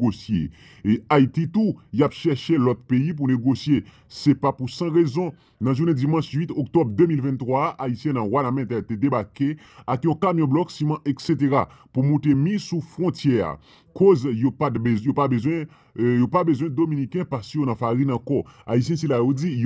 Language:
Haitian Creole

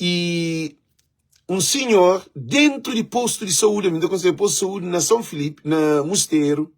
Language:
Kabuverdianu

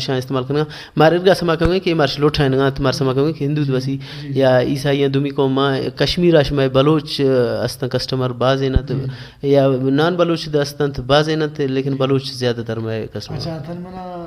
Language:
Baluchi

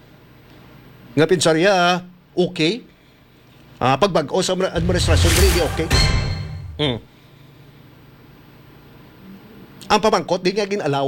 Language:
Hiligaynon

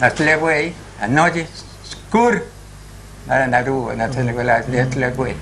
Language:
Papiamento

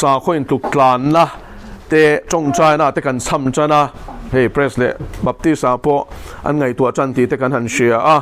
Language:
Mizo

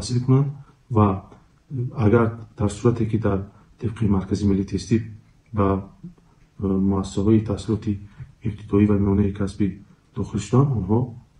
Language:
Tajik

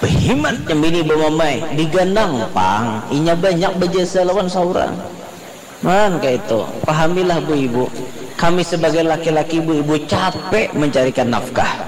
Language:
Banjar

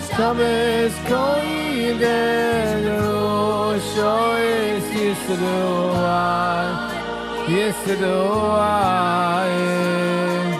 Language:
Yiddish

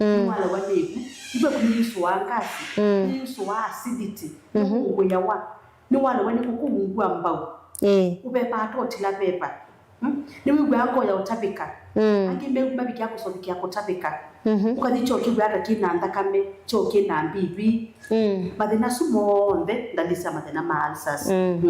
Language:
Kamba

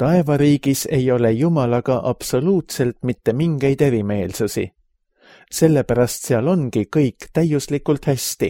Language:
Estonian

